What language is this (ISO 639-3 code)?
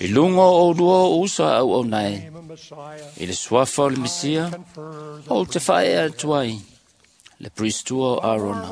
smo